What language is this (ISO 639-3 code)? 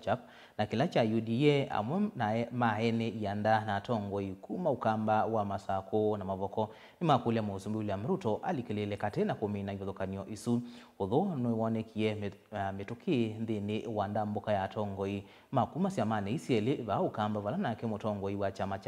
kam